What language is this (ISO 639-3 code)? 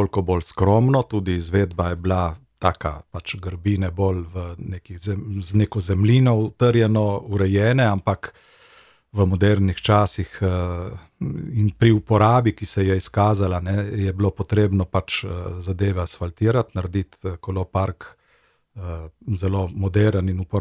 slv